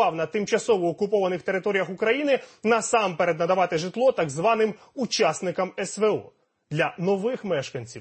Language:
Ukrainian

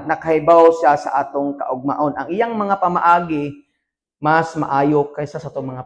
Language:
Cebuano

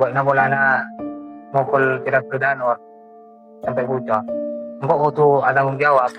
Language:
Madurese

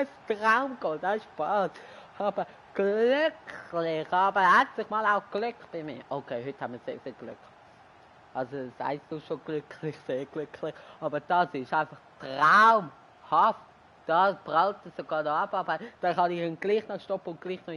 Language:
Swiss German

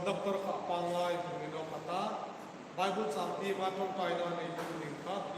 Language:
Hmar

